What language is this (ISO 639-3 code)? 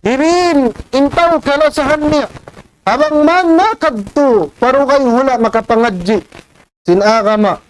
tsg